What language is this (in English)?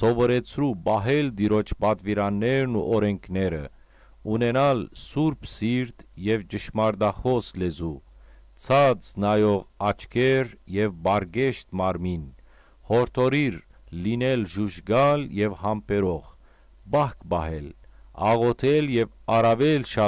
Western Armenian